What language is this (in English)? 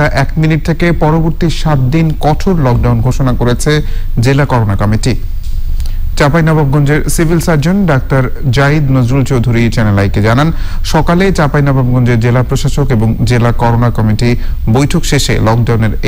Bangla